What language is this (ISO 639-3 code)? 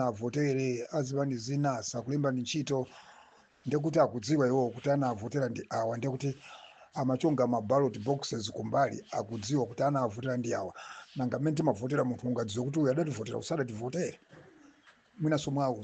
nya